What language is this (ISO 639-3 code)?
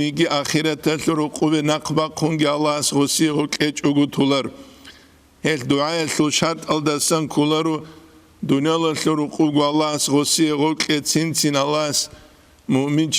ava